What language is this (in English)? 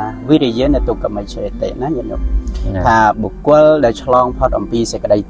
Khmer